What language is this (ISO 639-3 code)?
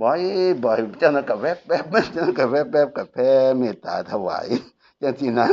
tts